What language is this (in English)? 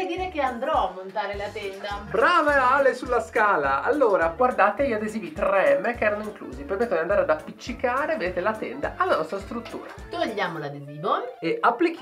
Italian